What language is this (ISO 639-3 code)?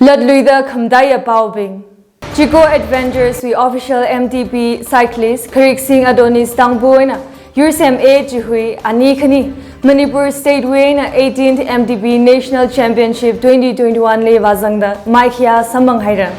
nmf